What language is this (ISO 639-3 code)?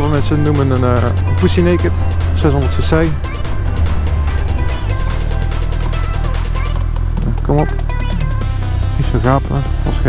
nld